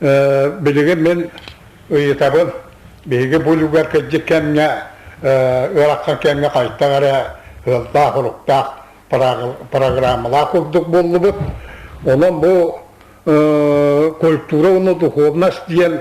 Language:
Yakut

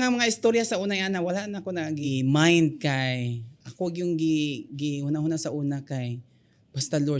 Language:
Cebuano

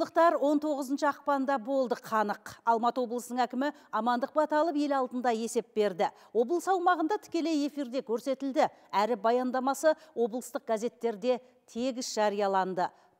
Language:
Kazakh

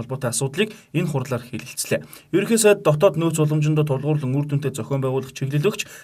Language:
Mongolian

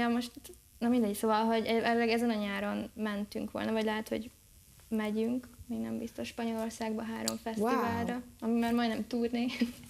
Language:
Hungarian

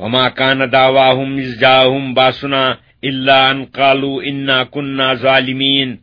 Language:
Kashmiri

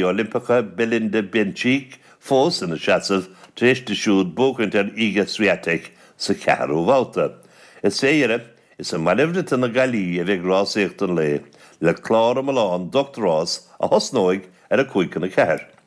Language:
Irish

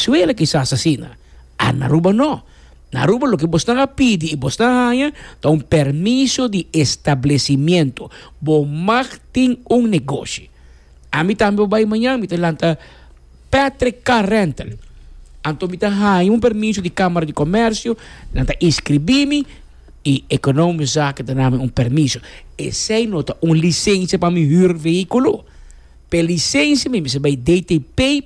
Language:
Papiamento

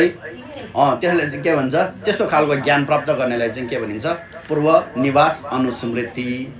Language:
Nepali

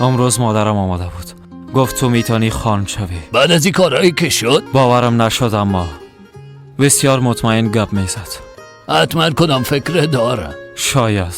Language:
Persian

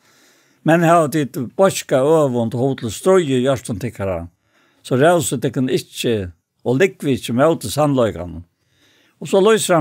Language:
Faroese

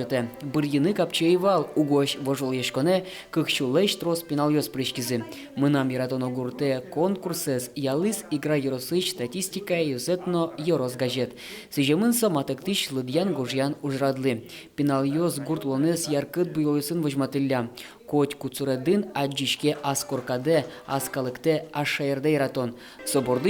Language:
Udmurt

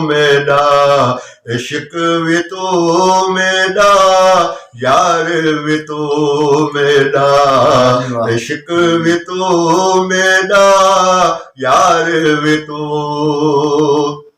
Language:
Saraiki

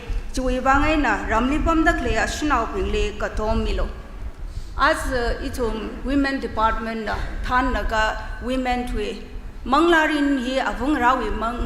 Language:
Tangkhul Naga (India)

